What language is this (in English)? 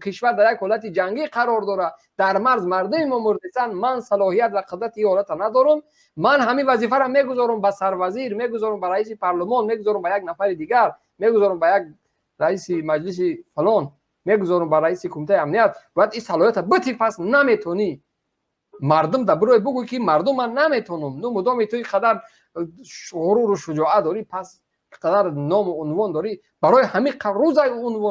Tajik